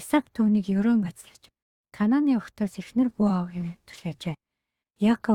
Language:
Mongolian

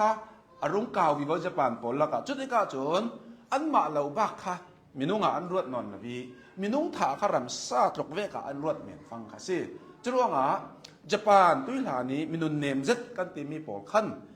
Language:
Hakha Chin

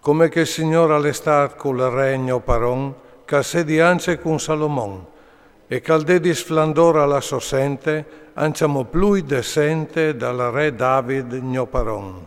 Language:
Friulian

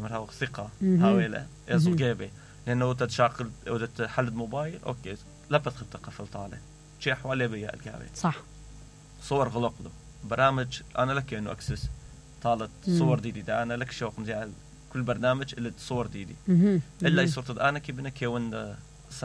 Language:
Mesopotamian Arabic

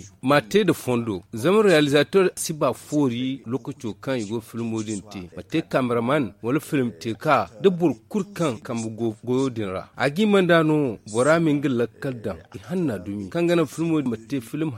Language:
Zarma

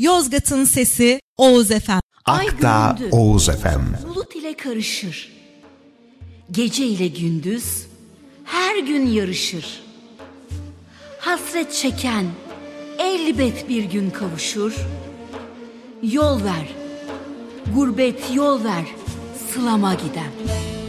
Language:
Turkish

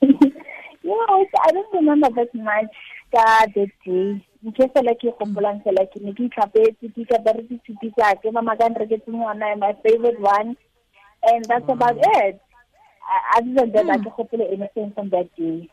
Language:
Tswana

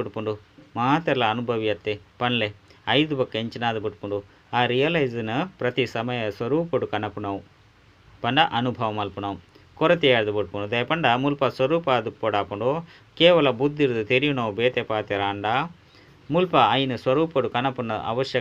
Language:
Tulu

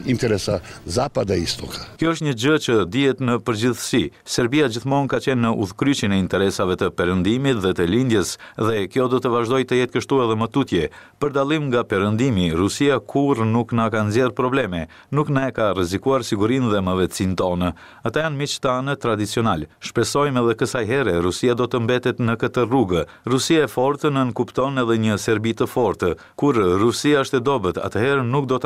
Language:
Albanian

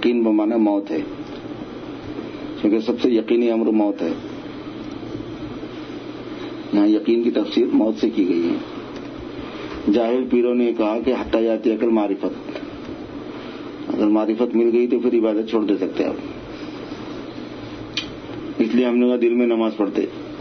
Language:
Urdu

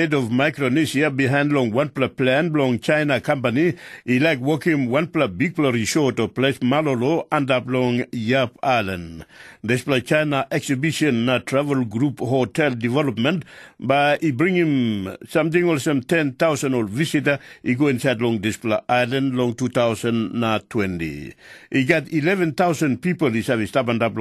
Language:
Tok Pisin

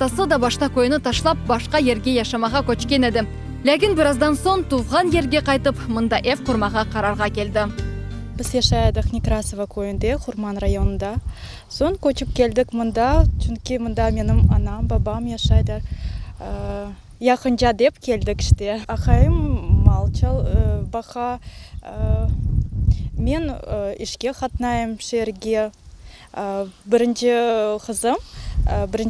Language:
Crimean Tatar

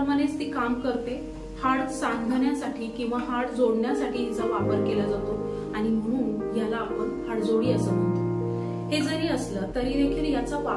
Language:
Marathi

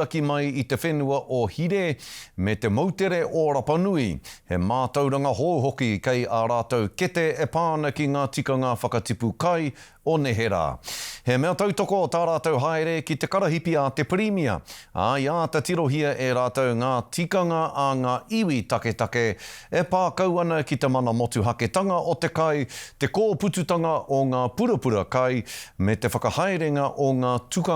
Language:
Māori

